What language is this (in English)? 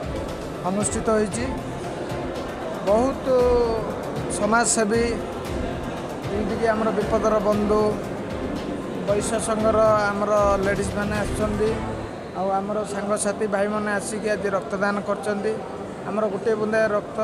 Odia